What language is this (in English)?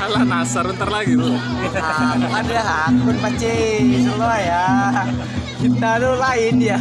Banjar